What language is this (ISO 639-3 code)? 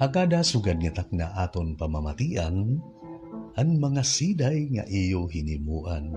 war